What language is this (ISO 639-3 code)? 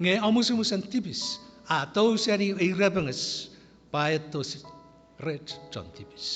chk